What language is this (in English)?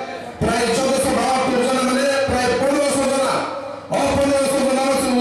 Kok Borok